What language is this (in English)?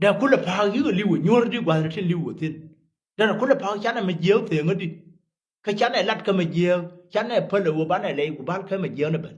Nuer